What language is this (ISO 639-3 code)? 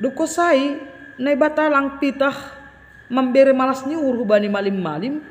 bts